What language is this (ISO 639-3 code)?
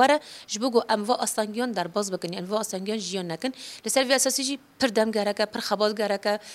kur